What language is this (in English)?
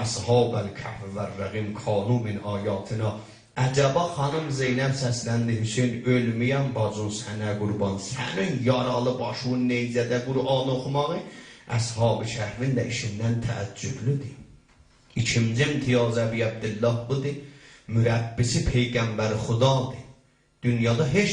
South Azerbaijani